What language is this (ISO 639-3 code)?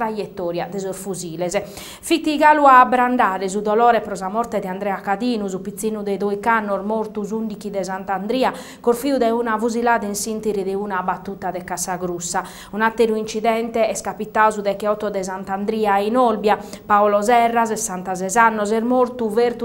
srd